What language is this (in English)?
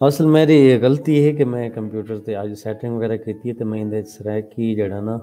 Saraiki